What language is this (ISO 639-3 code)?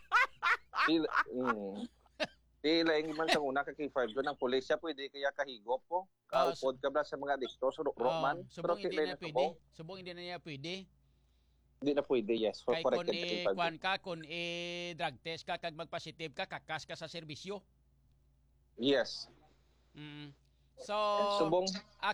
hil